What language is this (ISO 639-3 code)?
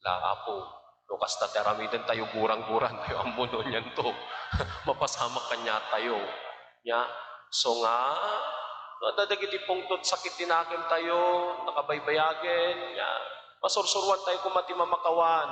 ilo